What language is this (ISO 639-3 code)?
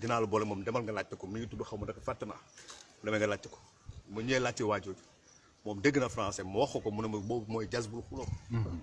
wol